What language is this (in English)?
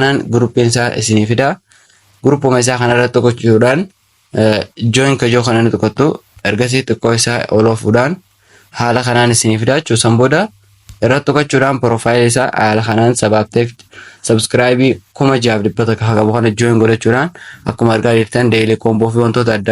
Oromo